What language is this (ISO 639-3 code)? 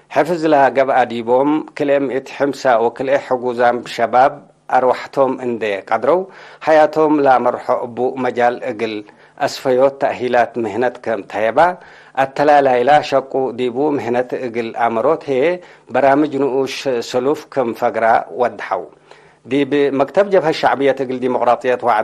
tig